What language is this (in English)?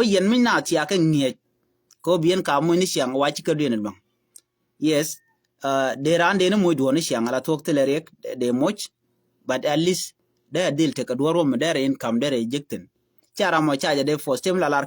Nuer